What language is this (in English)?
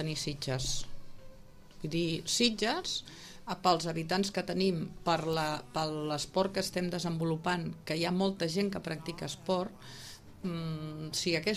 Catalan